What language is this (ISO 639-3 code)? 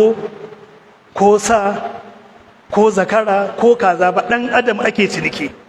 hau